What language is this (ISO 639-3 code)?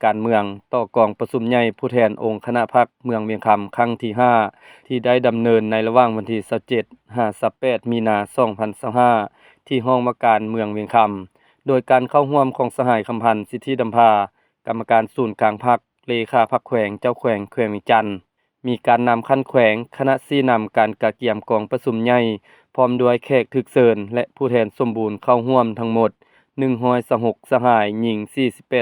lao